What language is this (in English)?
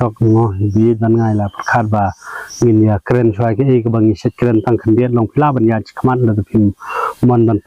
Khasi